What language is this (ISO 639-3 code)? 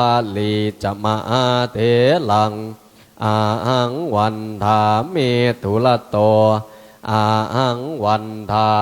pli